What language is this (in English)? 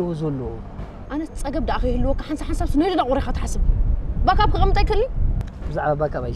Tigrinya